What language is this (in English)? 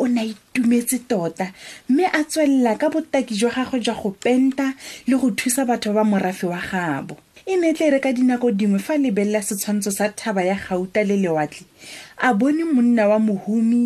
Tswana